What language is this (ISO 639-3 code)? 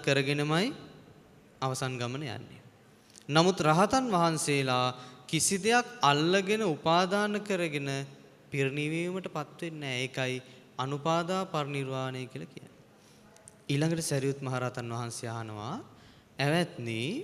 sin